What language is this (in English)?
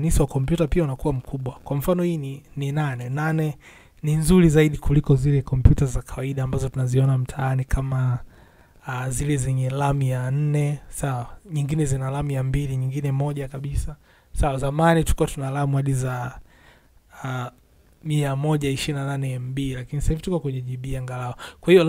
Swahili